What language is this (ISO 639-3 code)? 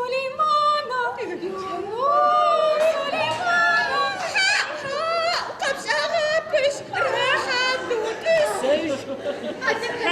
ady